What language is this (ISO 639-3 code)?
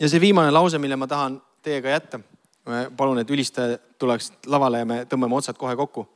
est